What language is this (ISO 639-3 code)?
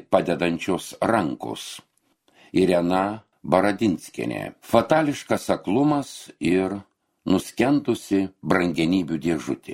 lit